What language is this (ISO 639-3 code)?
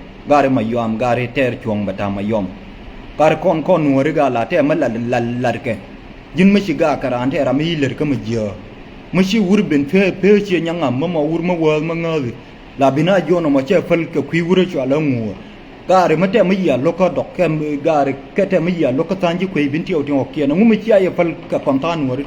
nus